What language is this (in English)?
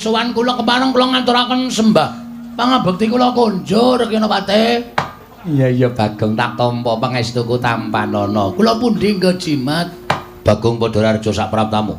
Javanese